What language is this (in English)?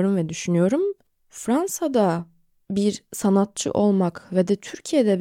Turkish